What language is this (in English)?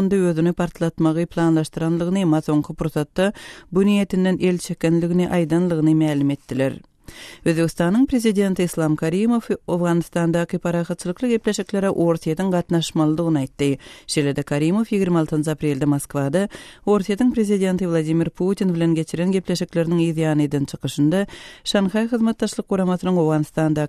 Turkmen